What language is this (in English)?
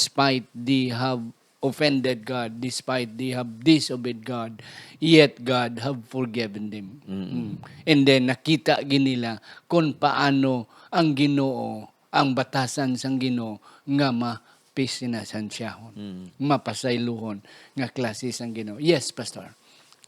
Hiligaynon